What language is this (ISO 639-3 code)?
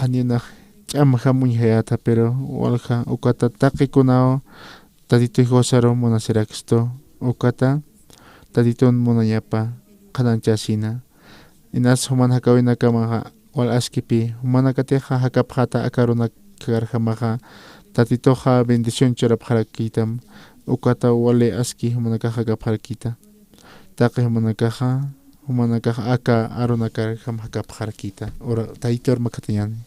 aym